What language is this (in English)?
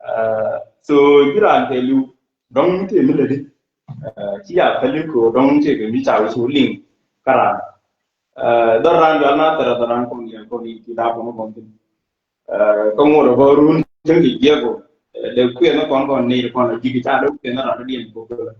Nuer